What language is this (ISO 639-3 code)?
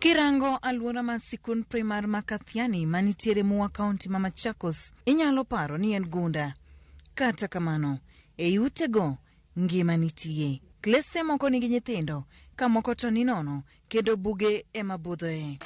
luo